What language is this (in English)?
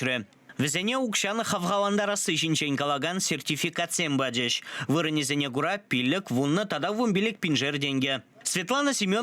Chuvash